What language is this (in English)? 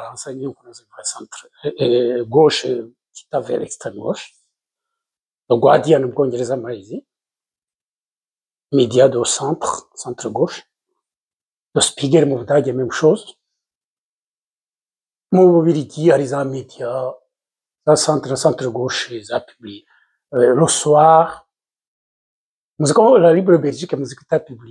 Kinyarwanda